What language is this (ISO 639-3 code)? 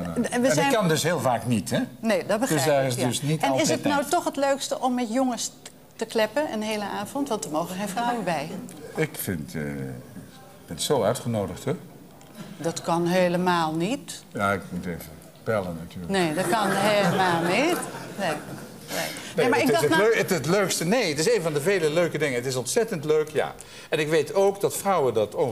nld